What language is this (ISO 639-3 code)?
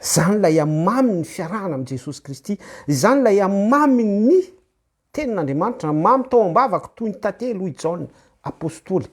mlg